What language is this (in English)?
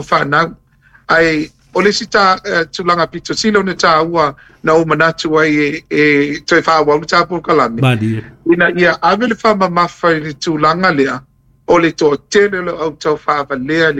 Samoan